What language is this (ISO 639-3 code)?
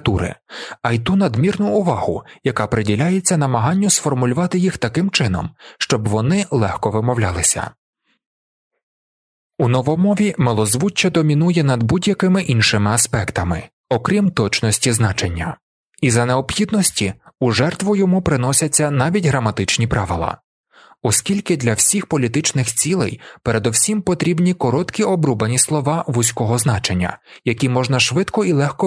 ukr